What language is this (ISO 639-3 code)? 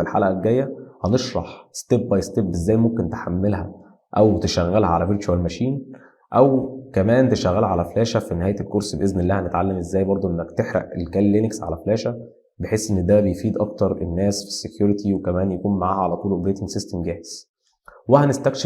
arz